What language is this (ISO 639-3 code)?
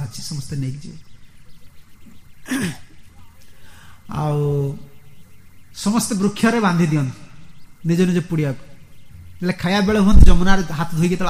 ori